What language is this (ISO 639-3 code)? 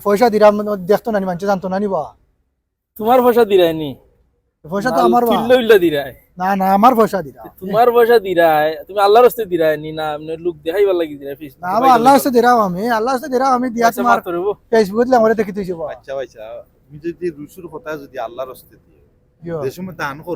syl